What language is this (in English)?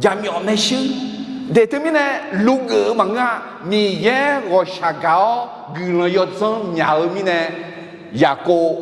Akha